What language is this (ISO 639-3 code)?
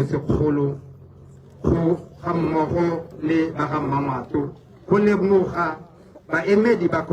tsn